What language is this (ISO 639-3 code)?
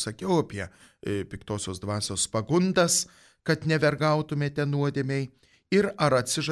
lit